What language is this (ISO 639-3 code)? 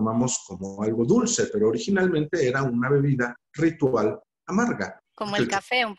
spa